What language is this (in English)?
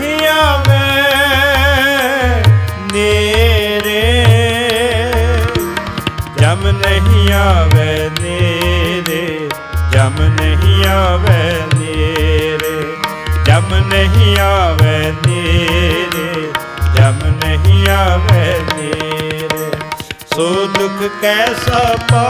Punjabi